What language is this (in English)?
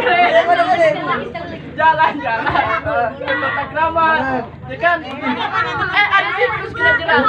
Betawi